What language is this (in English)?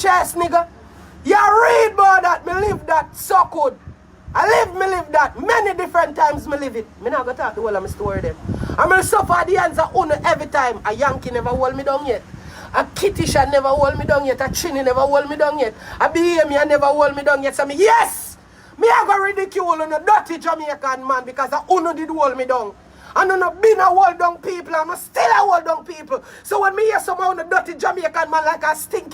Jamaican Creole English